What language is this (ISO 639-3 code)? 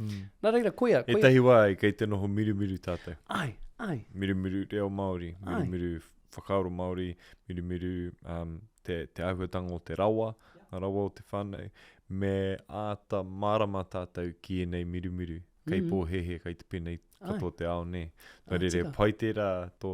mri